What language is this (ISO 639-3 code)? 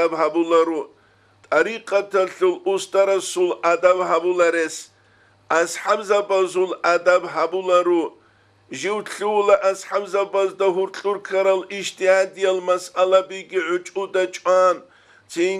ava